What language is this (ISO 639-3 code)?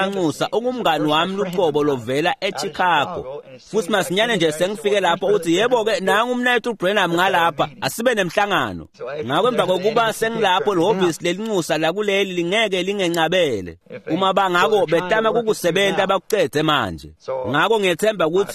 ssw